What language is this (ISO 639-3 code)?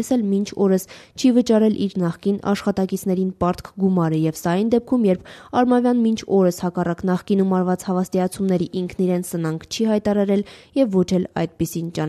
hye